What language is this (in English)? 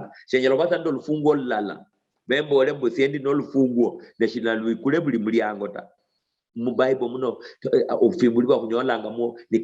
Luyia